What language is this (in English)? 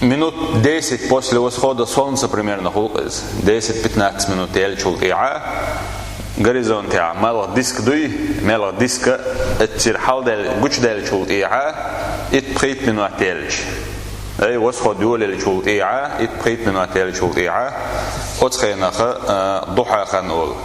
Chechen